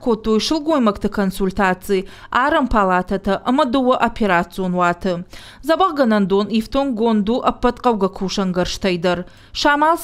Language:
Ossetic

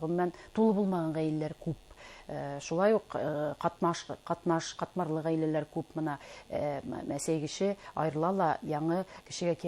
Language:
Bashkir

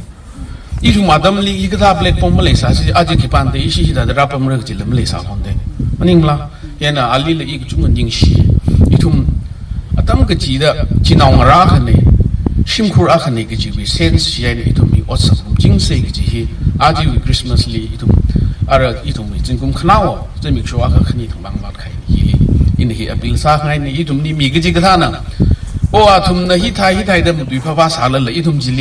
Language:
Tangkhul Naga (India)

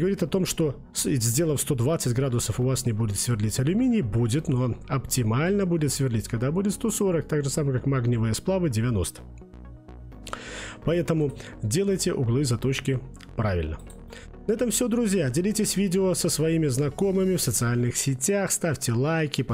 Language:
Russian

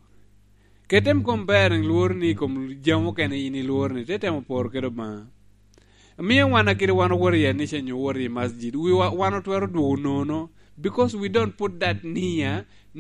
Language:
Lango (Uganda)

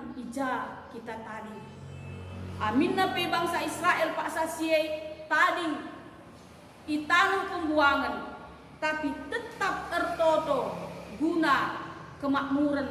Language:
Batak Karo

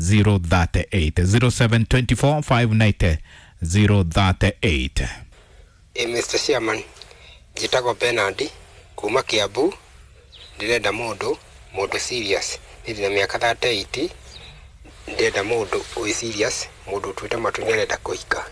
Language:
Kikuyu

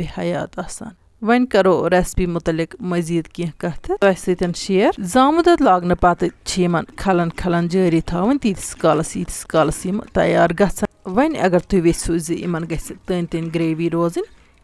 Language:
Kashmiri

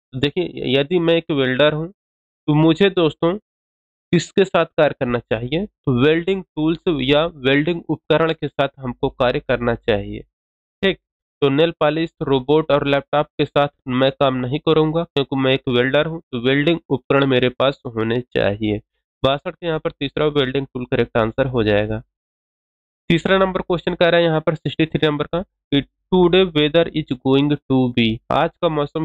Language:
Hindi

